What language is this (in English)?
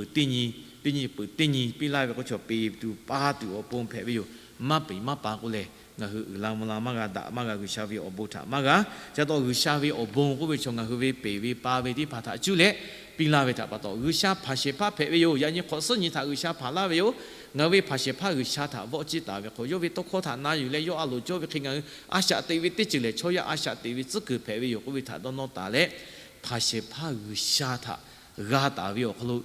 Lahu